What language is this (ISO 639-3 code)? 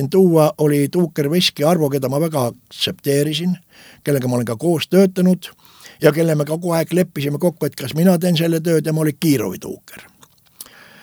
est